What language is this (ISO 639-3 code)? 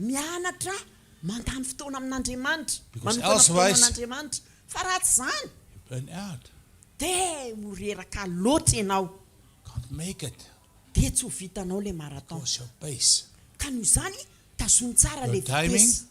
mlg